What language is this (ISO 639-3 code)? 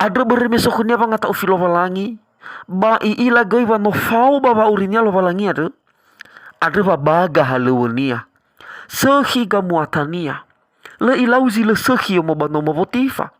nia